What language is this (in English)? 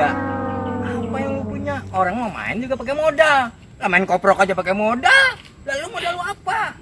Betawi